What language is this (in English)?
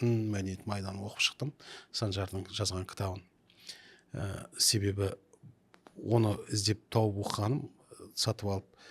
Kazakh